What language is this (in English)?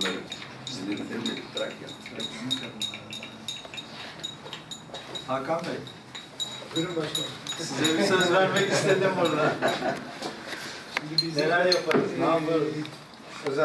Turkish